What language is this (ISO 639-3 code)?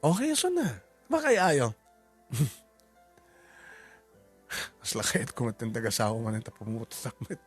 ilo